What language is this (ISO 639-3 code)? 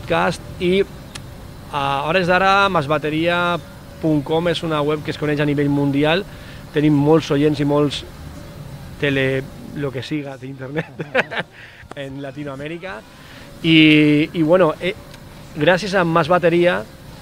cat